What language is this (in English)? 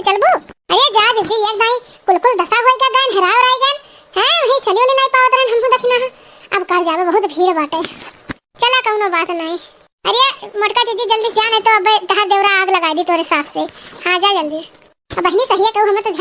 Awadhi